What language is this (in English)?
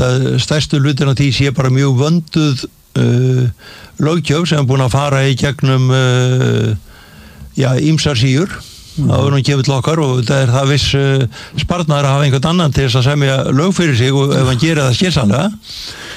Icelandic